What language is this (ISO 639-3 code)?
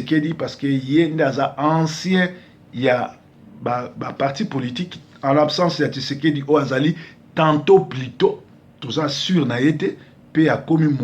lin